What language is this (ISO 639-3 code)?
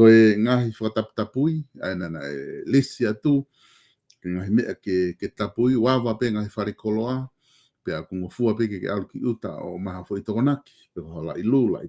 ton